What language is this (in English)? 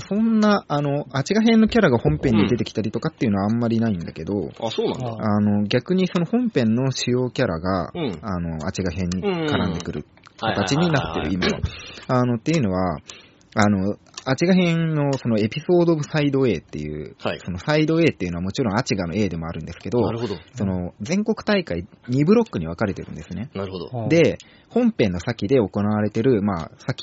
Japanese